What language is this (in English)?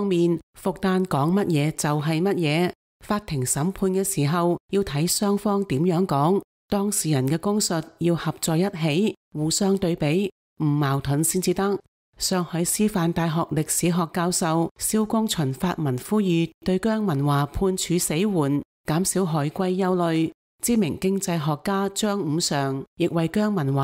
Cantonese